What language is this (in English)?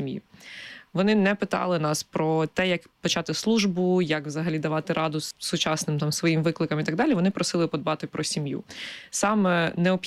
Ukrainian